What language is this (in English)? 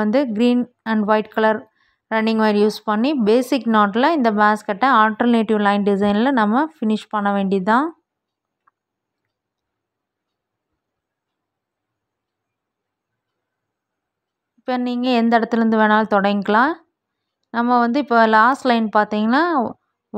Tamil